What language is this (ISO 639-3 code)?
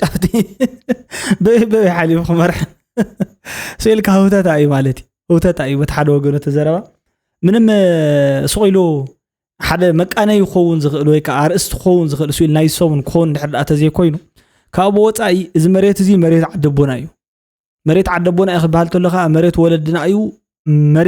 tir